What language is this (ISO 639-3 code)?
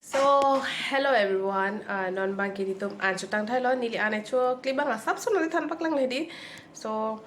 mjw